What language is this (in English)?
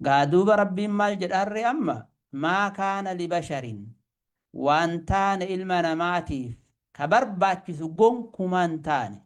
Oromo